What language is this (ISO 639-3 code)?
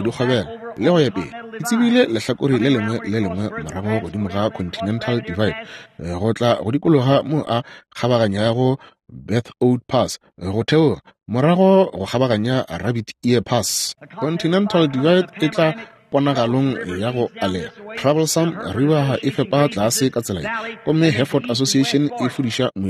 nso